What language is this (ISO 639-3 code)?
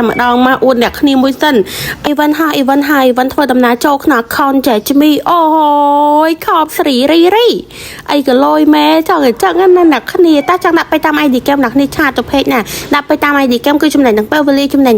khm